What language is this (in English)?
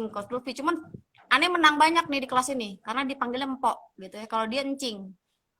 Betawi